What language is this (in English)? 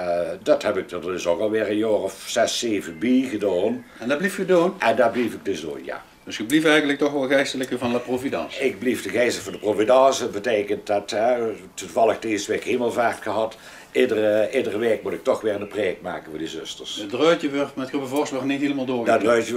Limburgish